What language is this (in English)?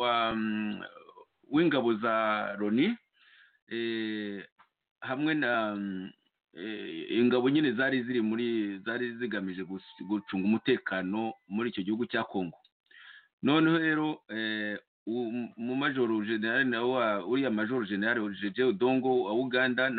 Kinyarwanda